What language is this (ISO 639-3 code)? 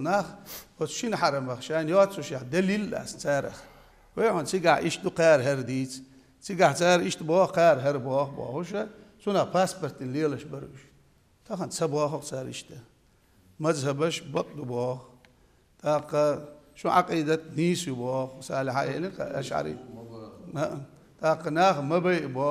che